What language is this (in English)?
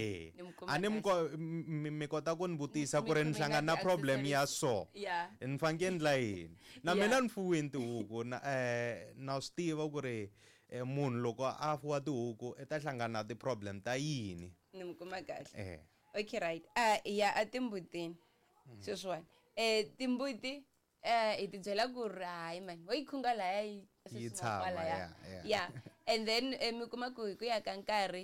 Tsonga